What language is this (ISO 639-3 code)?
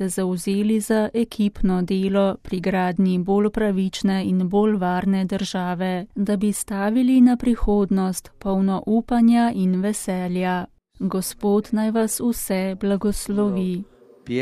slv